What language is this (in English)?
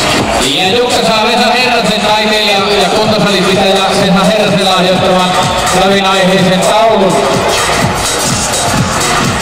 Finnish